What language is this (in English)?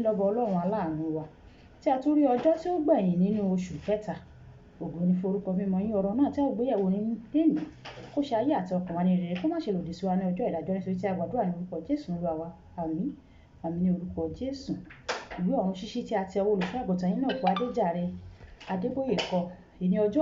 Yoruba